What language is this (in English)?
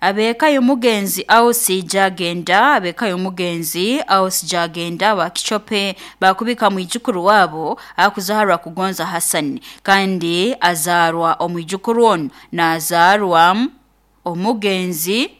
Nyoro